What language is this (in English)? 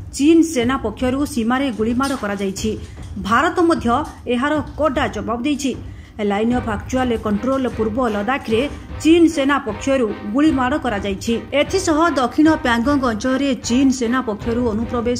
Odia